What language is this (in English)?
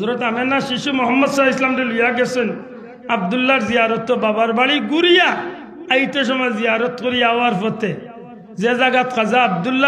Sylheti